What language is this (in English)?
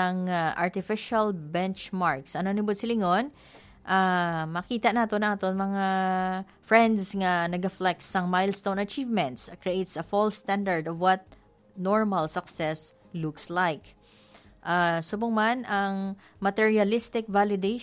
Hiligaynon